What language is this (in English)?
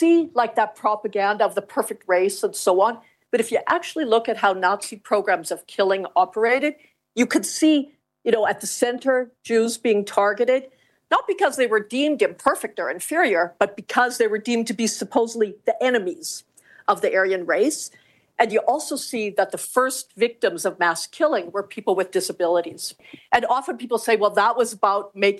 English